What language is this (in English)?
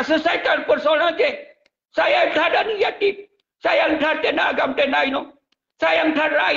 Achinese